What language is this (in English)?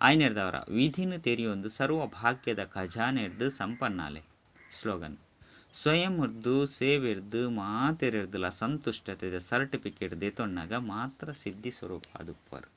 Tulu